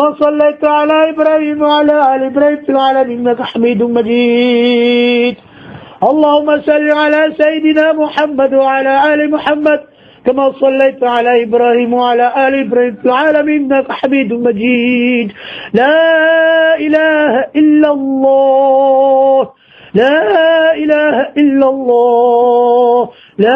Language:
Maranao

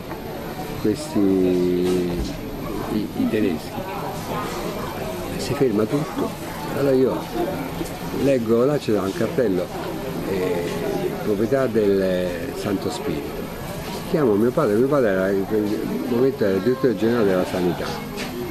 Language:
Italian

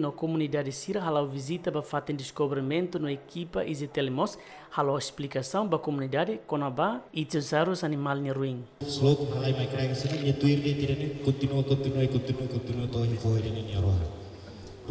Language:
Tetum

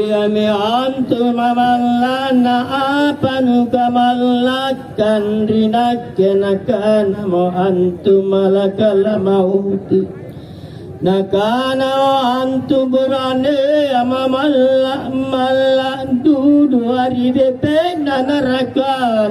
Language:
Makasar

